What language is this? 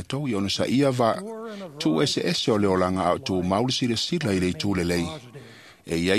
Samoan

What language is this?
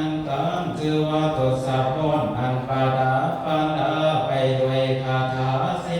Northeastern Thai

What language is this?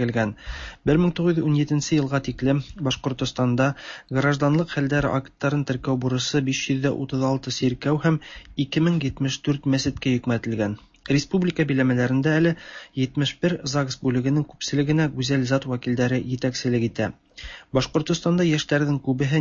Tatar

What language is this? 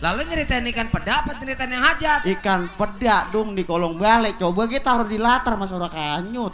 Betawi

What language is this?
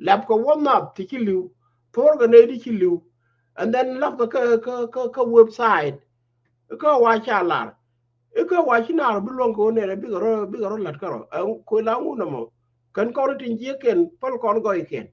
Nuer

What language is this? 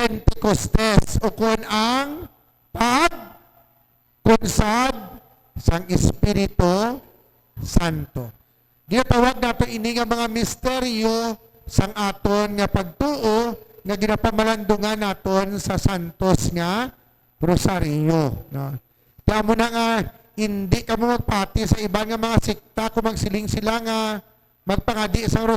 Hiligaynon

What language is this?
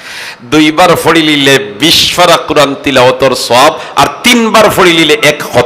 Sylheti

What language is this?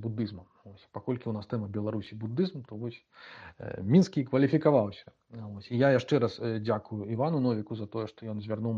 Belarusian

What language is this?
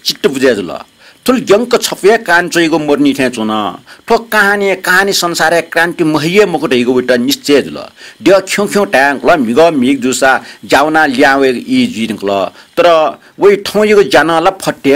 Newari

